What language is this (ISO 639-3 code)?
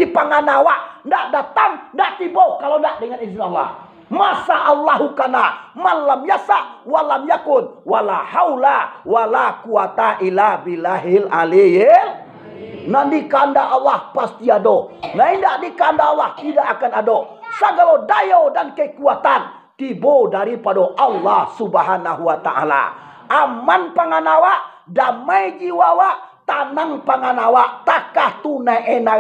min